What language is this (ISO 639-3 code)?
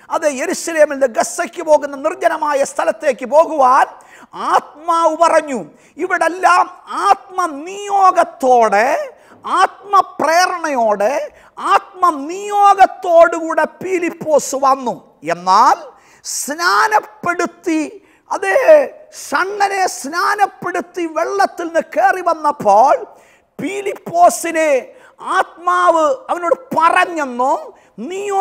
mal